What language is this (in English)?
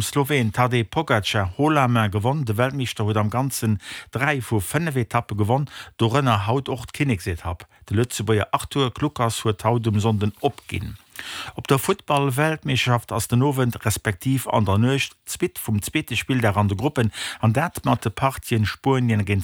Luxembourgish